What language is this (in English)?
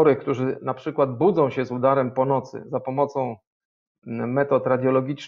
Polish